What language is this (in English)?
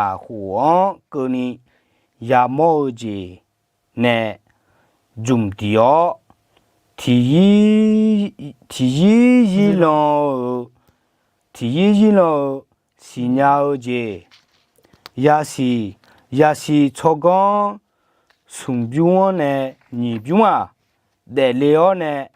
Akha